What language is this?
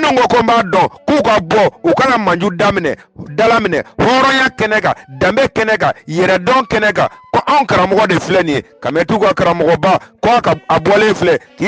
Bambara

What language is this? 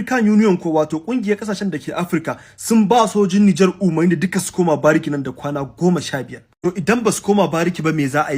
Hausa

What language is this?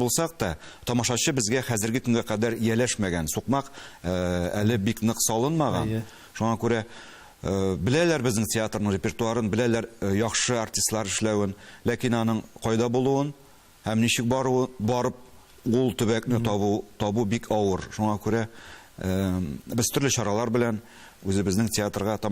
Tatar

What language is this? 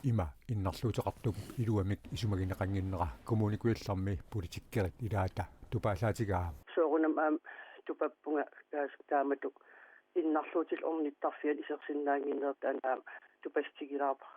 Kalaallisut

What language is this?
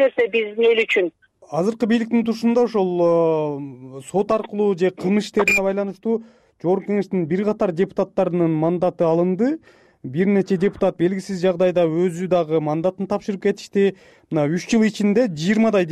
Kyrgyz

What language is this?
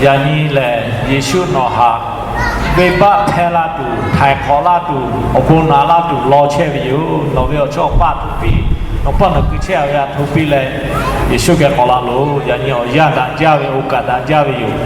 Lahu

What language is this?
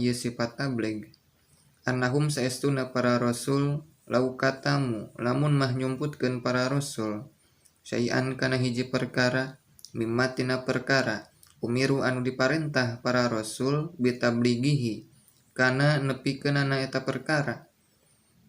Sundanese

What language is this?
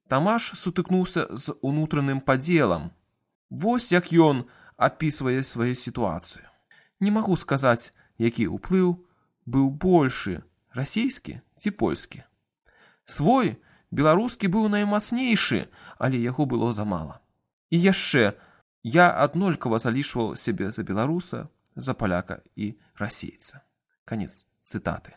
Belarusian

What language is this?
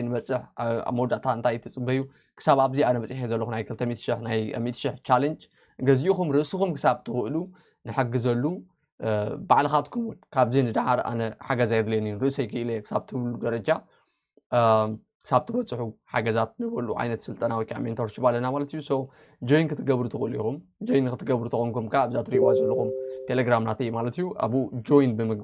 Tigrinya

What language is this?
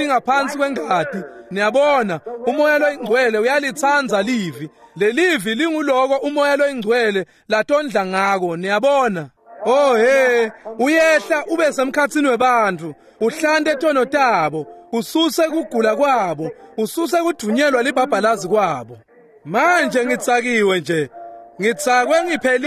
Swati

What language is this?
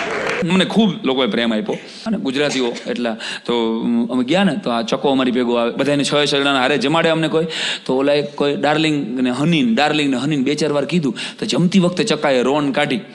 Gujarati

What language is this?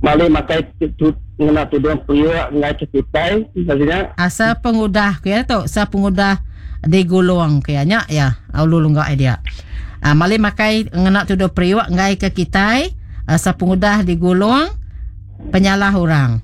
Iban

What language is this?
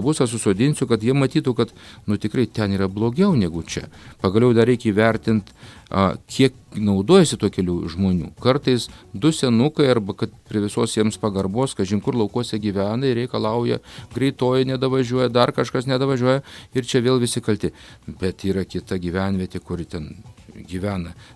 Lithuanian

